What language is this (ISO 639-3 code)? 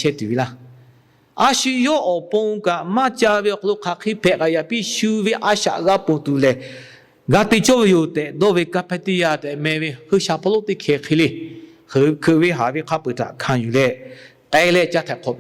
lhu